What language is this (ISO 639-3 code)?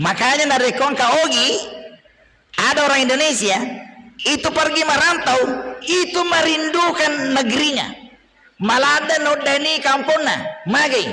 bug